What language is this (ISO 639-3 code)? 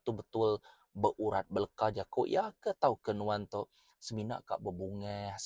iba